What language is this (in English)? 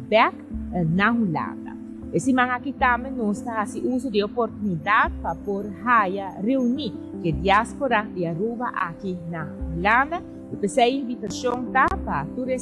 Papiamento